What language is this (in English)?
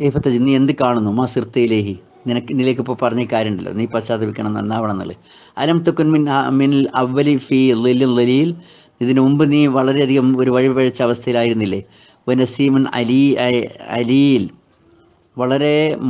Malayalam